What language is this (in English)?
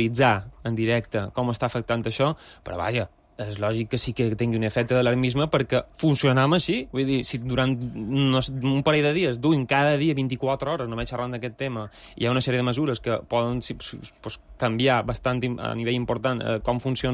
Catalan